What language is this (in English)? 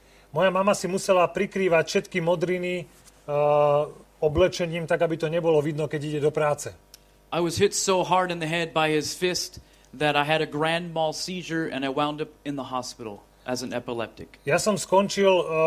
Slovak